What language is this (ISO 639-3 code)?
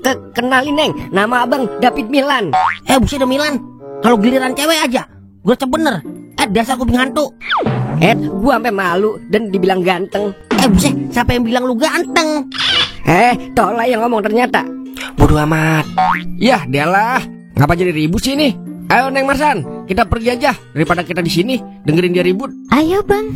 bew